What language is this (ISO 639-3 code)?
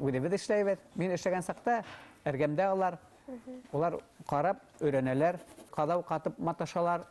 bak